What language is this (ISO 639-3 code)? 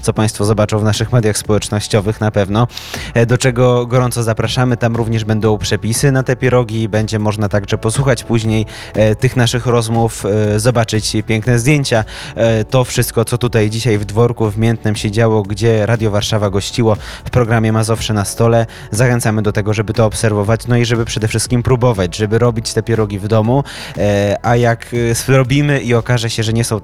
pol